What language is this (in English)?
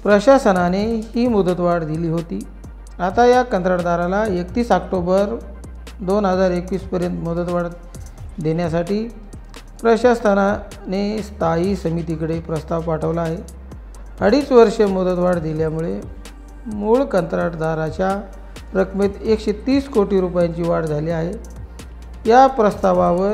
Marathi